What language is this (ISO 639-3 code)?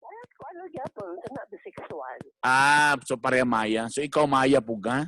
ceb